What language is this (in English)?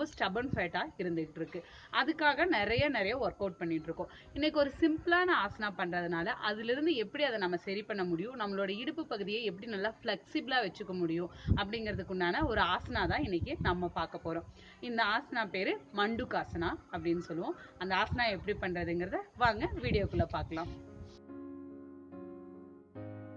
Tamil